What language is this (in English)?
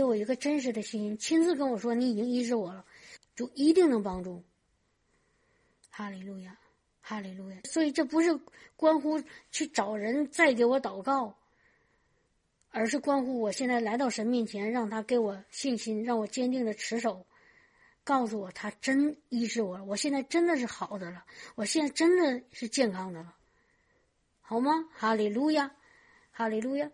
Chinese